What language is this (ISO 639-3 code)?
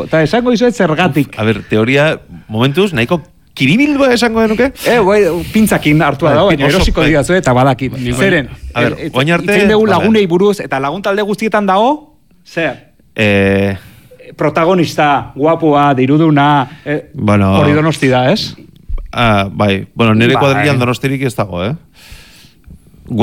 eus